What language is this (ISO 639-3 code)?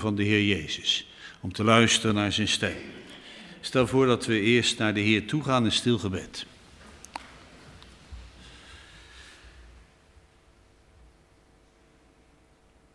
nld